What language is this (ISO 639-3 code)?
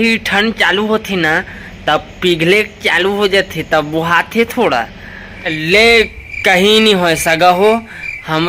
hne